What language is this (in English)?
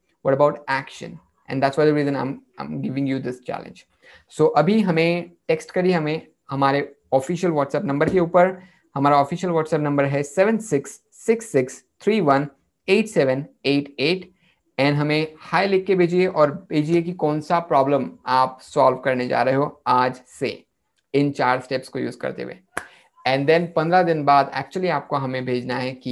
Hindi